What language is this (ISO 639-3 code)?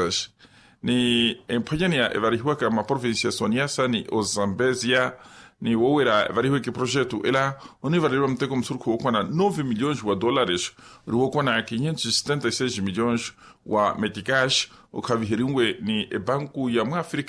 vmw